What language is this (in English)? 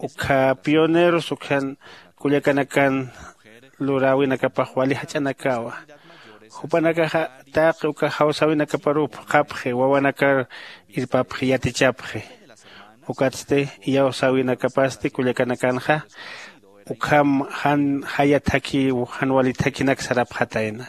Aymara